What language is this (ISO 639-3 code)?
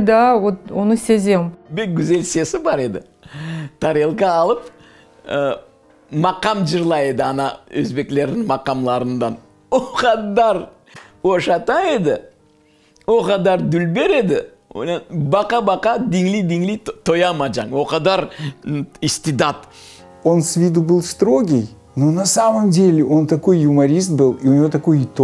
crh